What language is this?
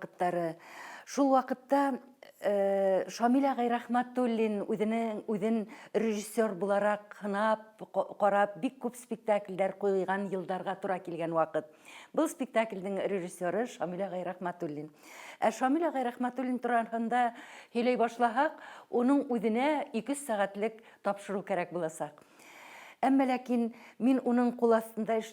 Bashkir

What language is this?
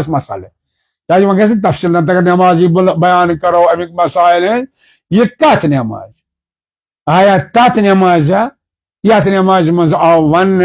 Kashmiri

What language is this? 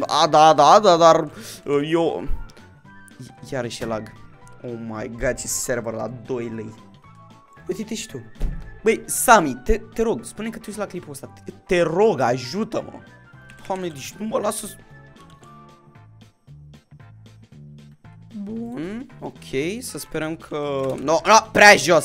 Romanian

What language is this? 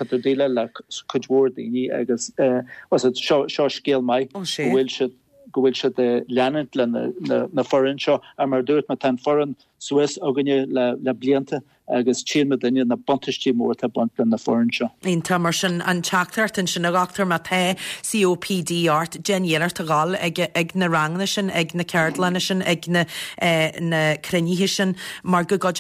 Irish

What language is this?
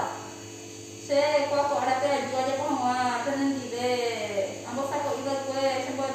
Guarani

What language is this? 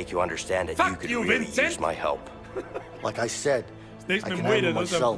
Bavarian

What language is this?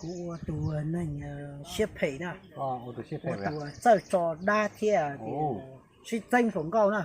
Hmong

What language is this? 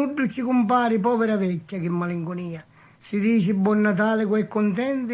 Sicilian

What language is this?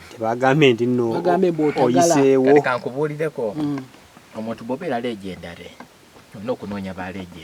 Ganda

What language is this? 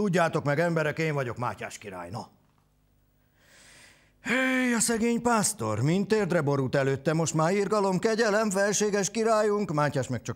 Hungarian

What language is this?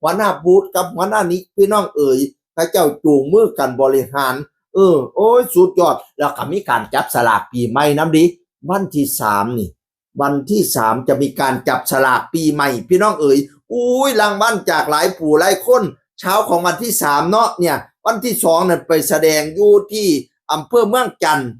Northeastern Thai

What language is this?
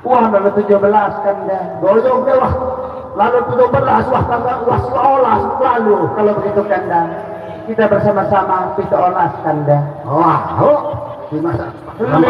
Sasak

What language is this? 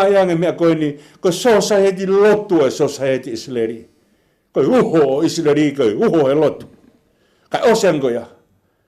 Tongan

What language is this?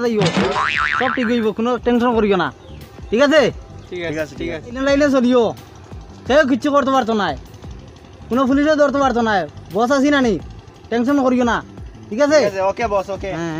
Sylheti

